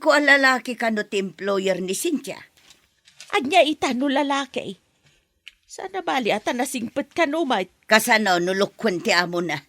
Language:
Iloko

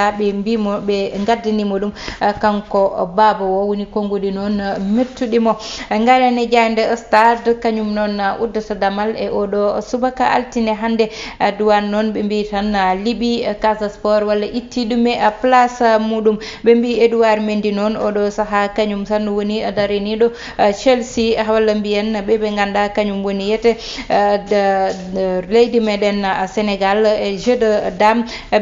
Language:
Fula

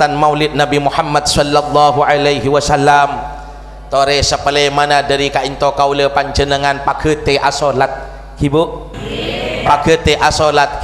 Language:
Madurese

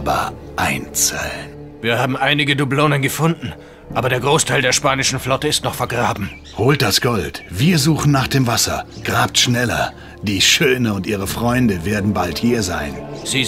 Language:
Bavarian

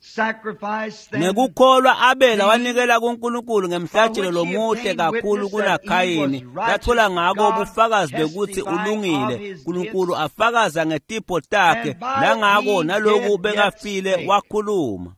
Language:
Swati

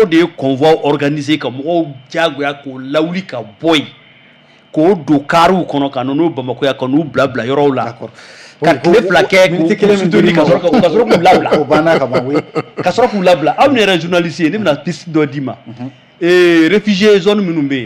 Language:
Bambara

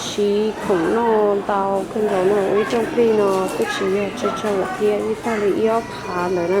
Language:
Hmong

